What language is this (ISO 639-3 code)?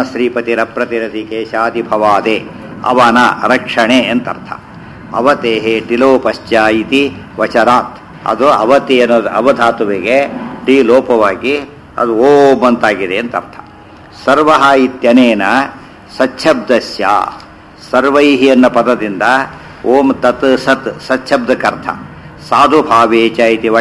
kan